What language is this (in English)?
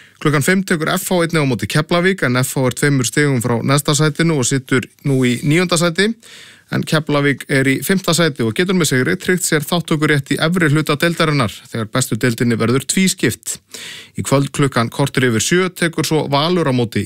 Icelandic